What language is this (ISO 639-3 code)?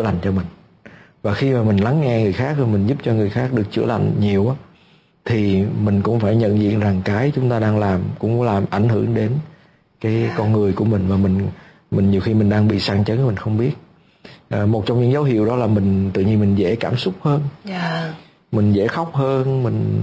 vie